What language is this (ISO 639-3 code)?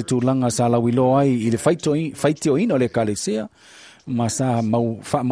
smo